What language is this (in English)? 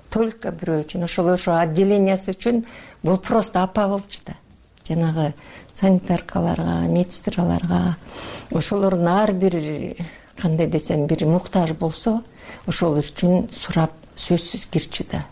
Kyrgyz